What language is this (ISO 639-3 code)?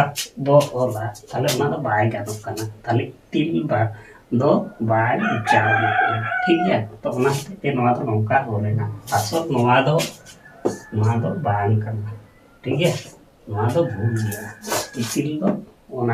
sat